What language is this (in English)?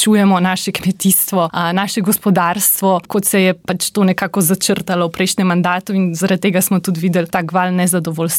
Slovenian